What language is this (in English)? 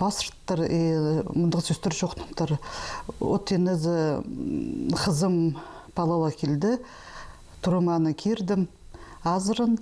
Khakas